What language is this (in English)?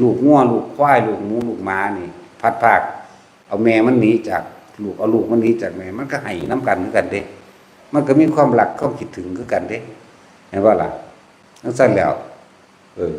Northeastern Thai